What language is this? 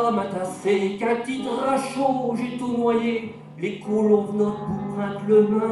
Picard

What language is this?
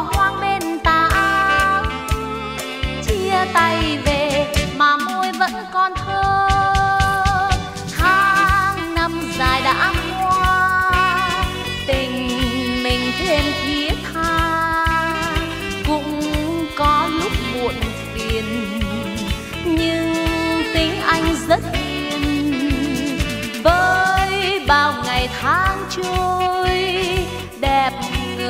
Vietnamese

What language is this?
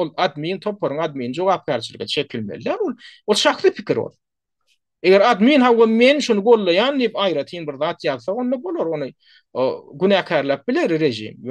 Turkmen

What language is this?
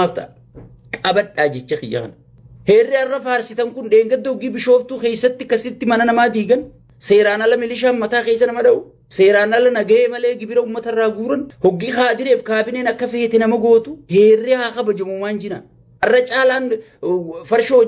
Oromo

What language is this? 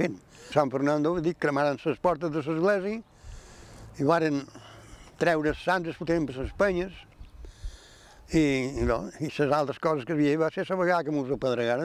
Catalan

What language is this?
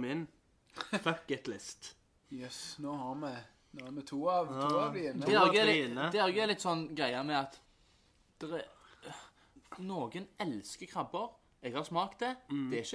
Norwegian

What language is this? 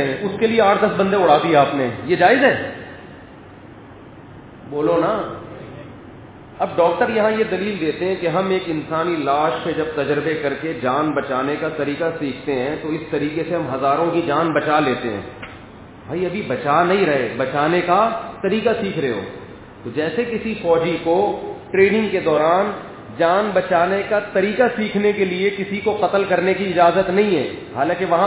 Urdu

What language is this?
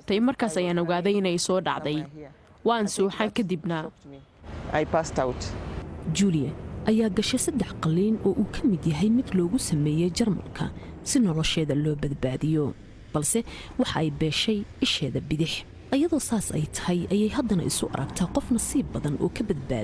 Somali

